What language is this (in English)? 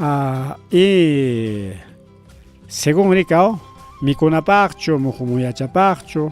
Ayacucho Quechua